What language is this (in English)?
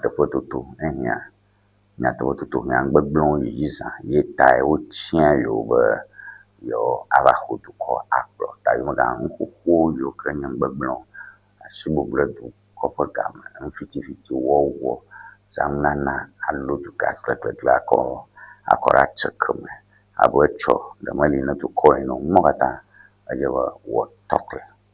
Ewe